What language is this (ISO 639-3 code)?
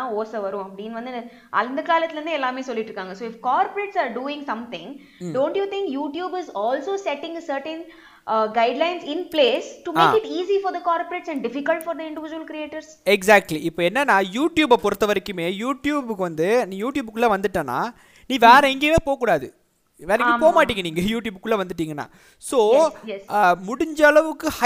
tam